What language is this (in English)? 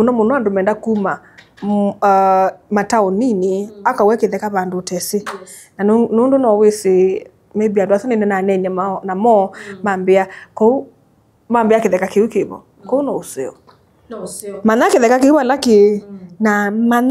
Kamba